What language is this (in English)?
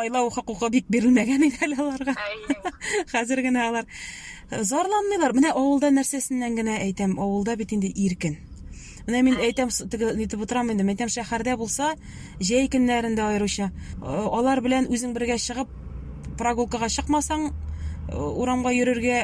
Tatar